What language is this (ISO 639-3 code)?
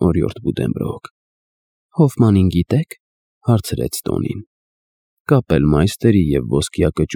hye